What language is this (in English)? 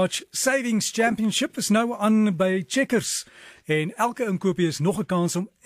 Afrikaans